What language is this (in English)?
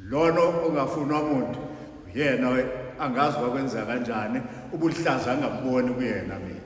Zulu